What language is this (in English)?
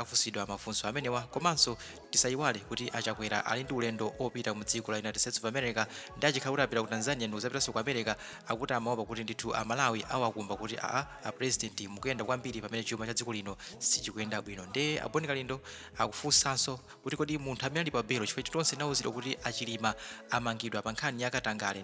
Nyanja